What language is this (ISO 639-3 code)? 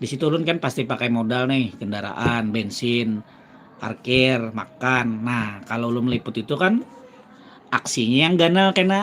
bjn